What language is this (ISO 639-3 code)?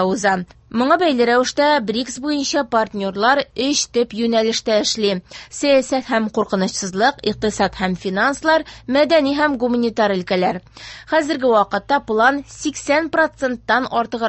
tat